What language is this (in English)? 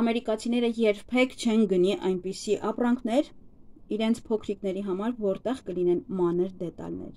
Armenian